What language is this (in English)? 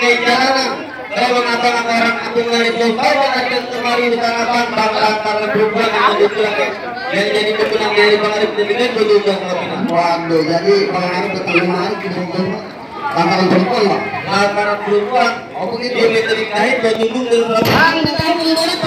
Betawi